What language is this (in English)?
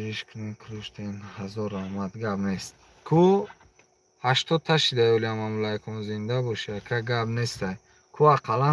Tajik